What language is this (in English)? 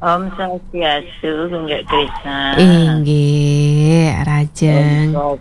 Balinese